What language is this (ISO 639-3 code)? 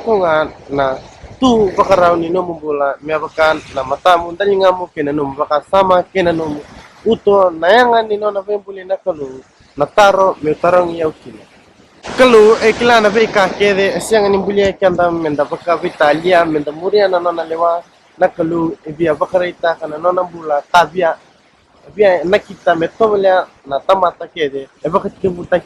fij